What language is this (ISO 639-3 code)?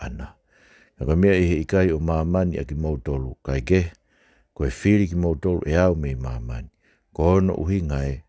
ton